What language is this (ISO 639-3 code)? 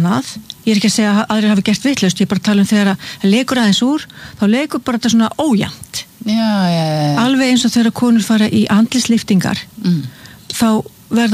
isl